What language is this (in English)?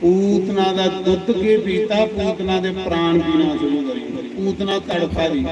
Dogri